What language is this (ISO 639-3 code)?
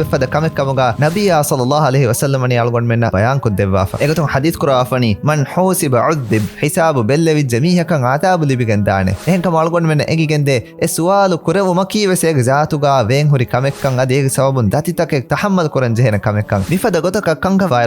div